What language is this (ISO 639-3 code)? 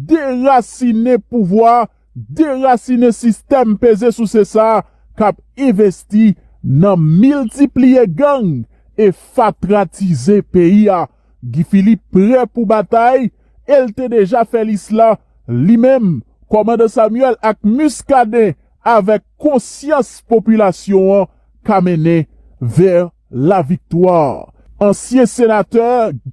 hat